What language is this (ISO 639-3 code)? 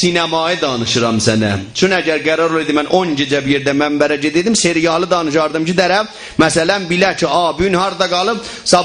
azb